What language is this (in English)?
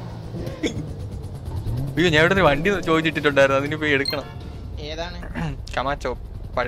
Malayalam